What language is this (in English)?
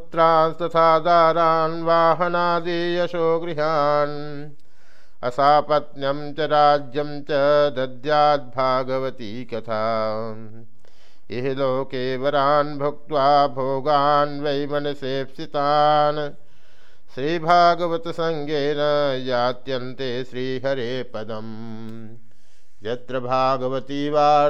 Sanskrit